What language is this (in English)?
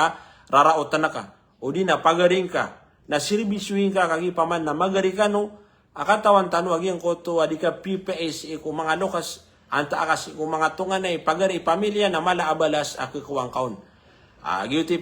Maranao